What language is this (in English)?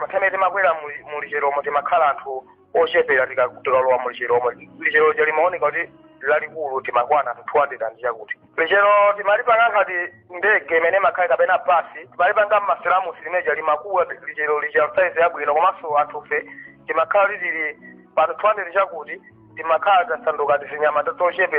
Nyanja